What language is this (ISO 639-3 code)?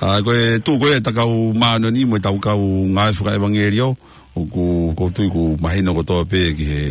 ton